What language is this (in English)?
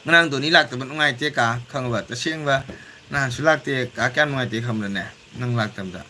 Manipuri